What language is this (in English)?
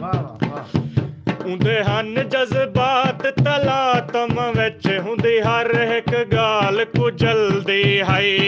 Saraiki